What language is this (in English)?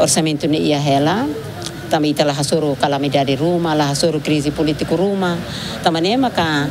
Tetum